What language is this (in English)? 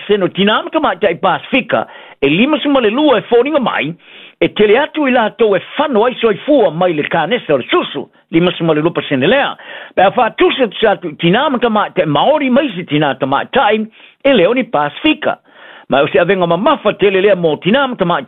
Samoan